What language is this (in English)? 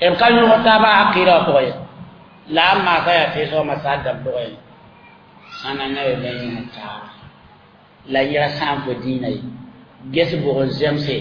Mossi